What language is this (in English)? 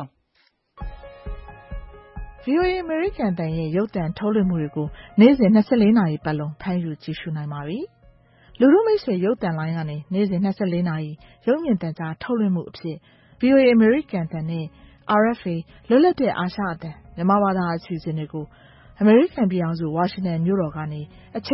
Burmese